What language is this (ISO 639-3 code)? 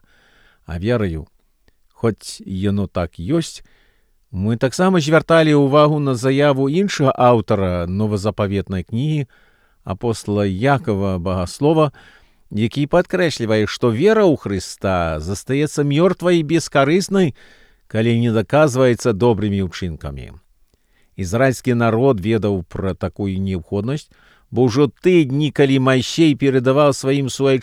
bel